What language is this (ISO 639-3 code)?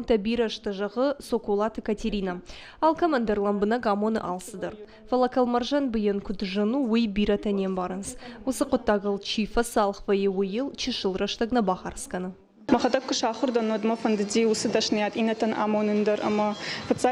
oss